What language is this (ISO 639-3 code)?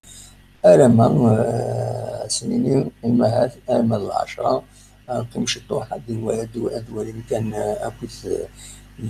kab